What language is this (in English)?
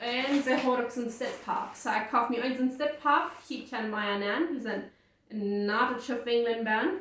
Plautdietsch